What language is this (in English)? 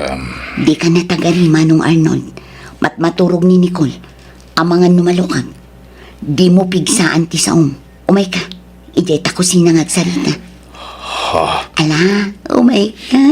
Iloko